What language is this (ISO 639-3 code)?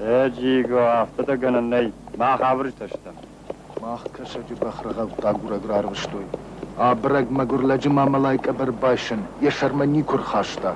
oss